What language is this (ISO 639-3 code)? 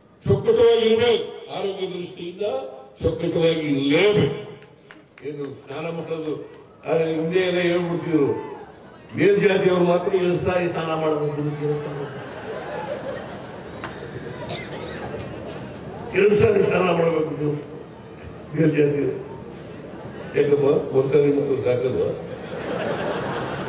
kan